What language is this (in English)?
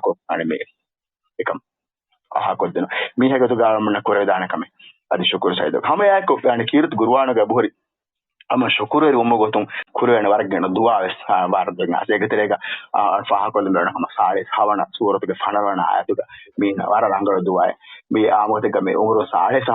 Divehi